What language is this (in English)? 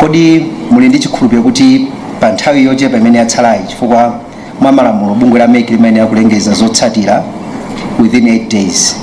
Nyanja